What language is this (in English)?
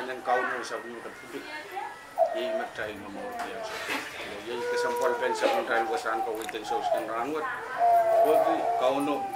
Pohnpeian